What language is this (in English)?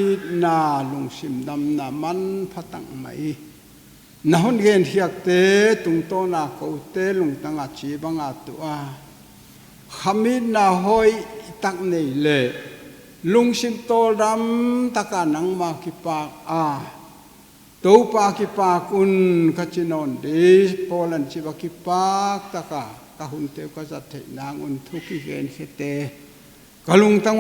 Paite Chin